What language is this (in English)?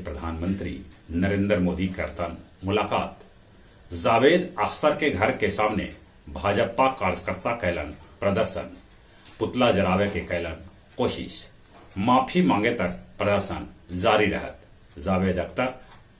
Magahi